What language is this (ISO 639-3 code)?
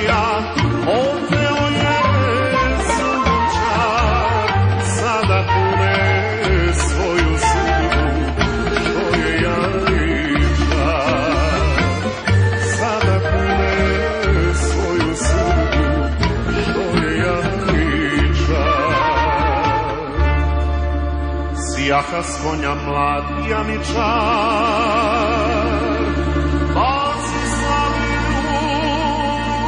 srp